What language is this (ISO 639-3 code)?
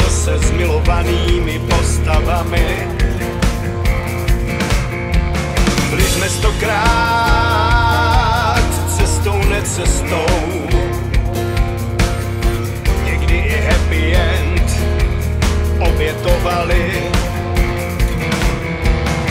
ces